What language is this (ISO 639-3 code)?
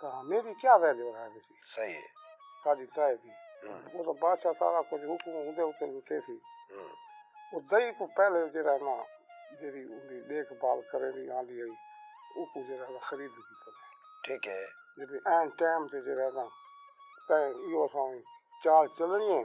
skr